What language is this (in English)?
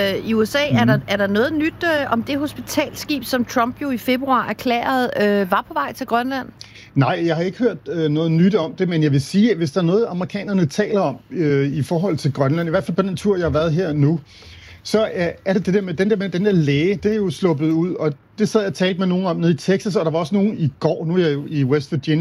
Danish